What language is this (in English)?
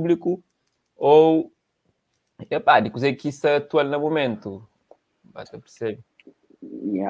Kabuverdianu